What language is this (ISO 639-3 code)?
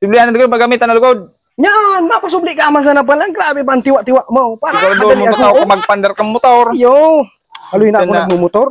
bik